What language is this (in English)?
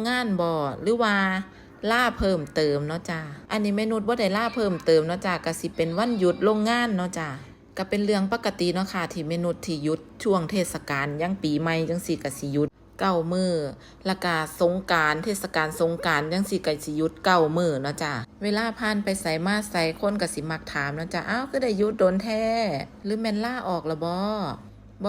Northeastern Thai